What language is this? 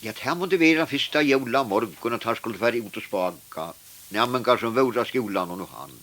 Faroese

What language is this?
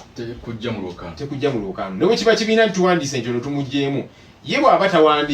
Ganda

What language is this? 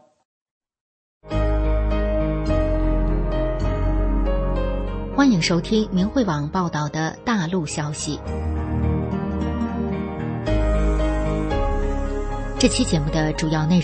Chinese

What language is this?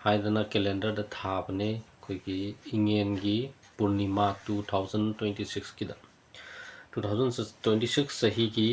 Manipuri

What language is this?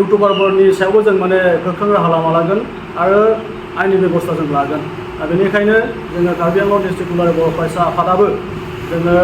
Bodo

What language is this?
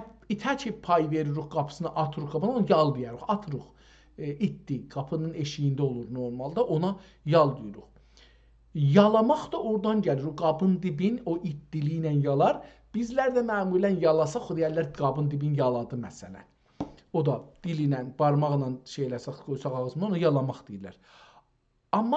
South Azerbaijani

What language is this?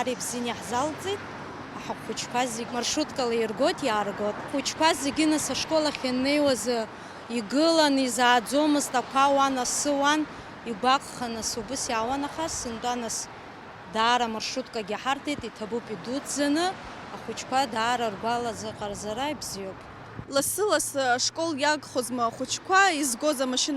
Abkhazian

